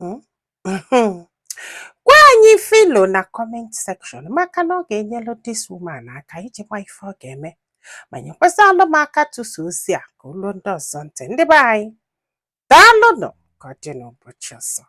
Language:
Igbo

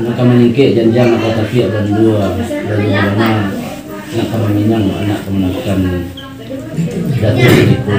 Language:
Minangkabau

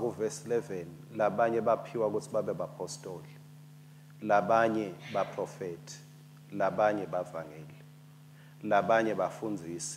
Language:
Swati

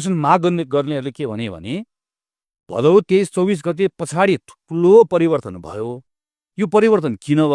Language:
Nepali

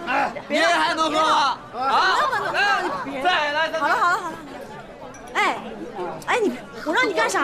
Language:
Chinese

